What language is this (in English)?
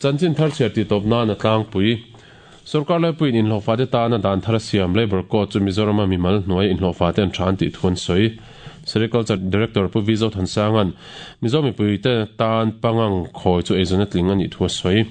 Mizo